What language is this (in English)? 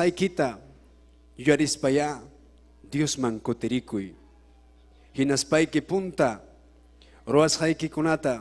Ayacucho Quechua